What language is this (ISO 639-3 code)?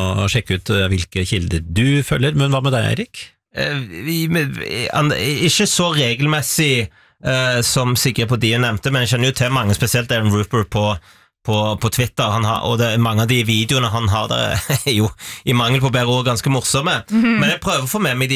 nor